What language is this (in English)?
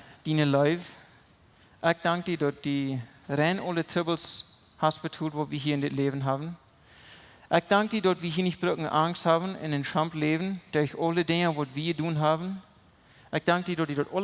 Plautdietsch